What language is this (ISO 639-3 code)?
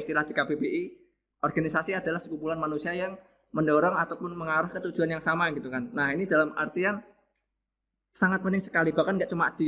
ind